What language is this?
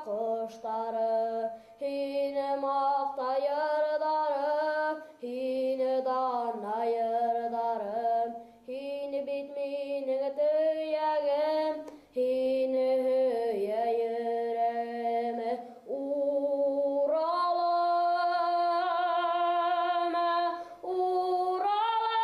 Bashkir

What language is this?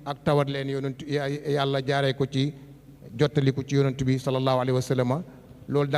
Wolof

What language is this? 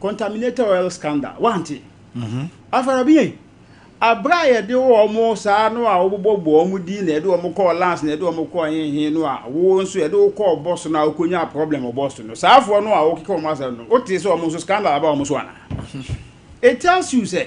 Akan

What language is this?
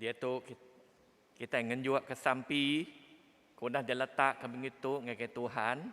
Iban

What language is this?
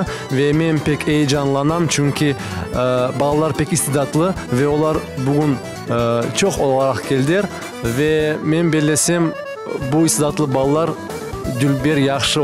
Crimean Tatar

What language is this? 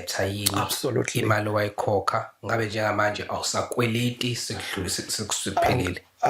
Zulu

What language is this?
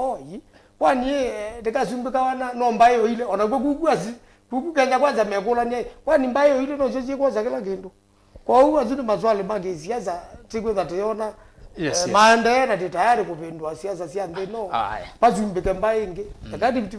Kamba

